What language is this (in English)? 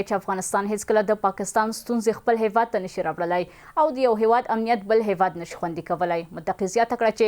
Pashto